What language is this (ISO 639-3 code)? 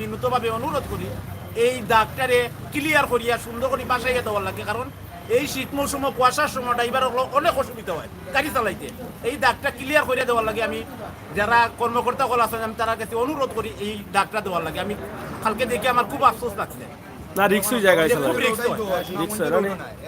syl